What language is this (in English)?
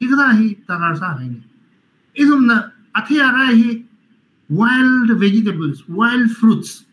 Tangkhul Naga (India)